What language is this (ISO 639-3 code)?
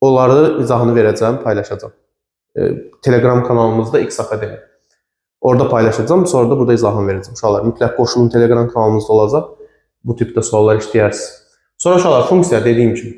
aze